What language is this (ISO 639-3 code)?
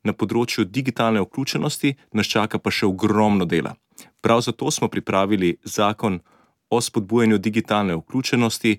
slv